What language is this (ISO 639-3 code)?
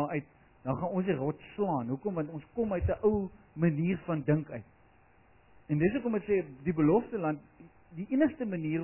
afr